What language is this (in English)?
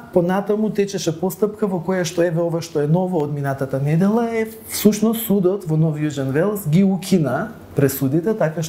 Macedonian